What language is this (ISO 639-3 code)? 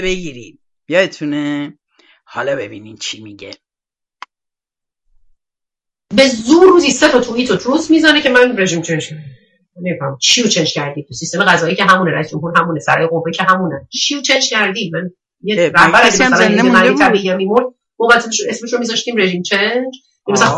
fas